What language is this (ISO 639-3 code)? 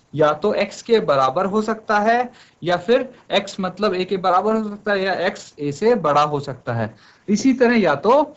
hin